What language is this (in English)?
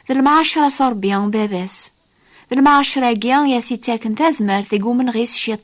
Kabyle